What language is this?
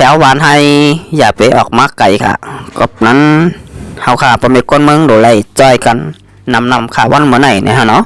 Shan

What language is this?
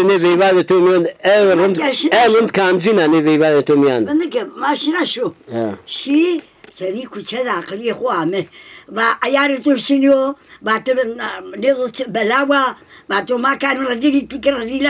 Zaza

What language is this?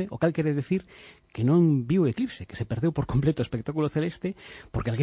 Galician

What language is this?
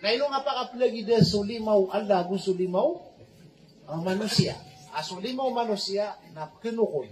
Maranao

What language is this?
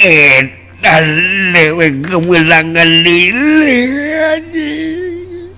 Sundanese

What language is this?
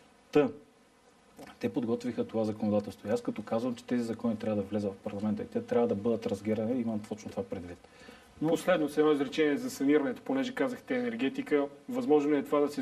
Bulgarian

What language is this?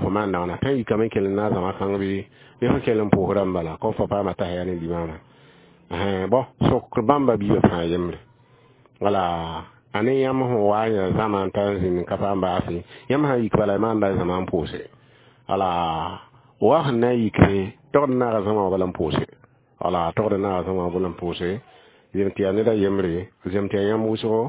Mossi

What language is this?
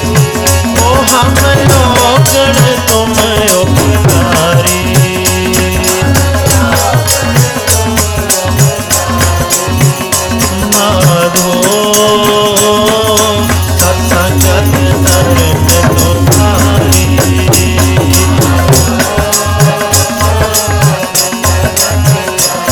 Hindi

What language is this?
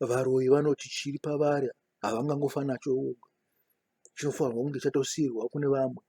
Shona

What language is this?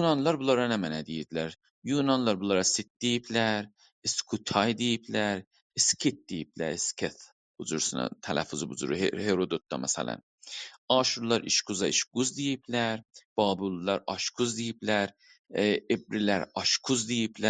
South Azerbaijani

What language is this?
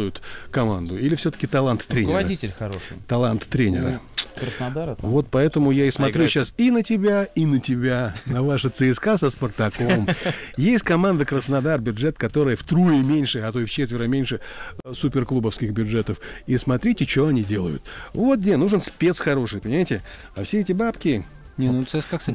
Russian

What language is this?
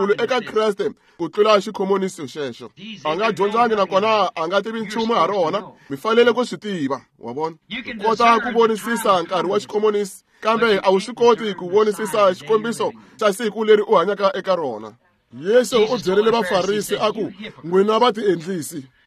Tsonga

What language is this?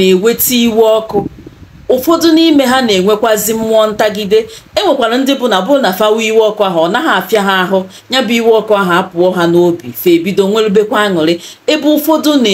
Igbo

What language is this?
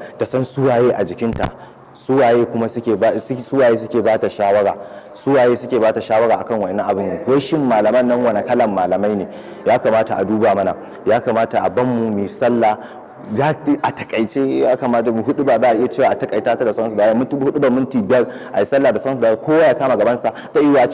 Hausa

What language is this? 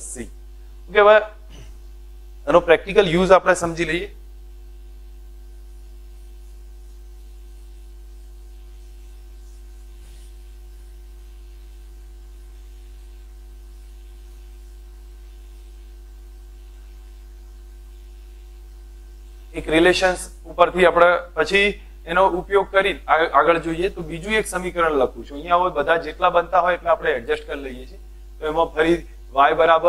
Gujarati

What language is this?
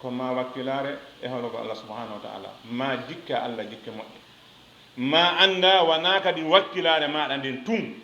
Fula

